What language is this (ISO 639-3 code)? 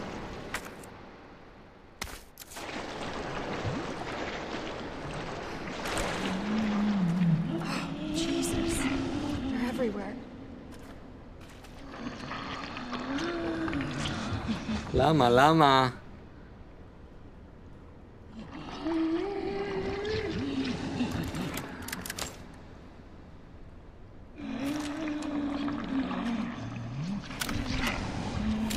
heb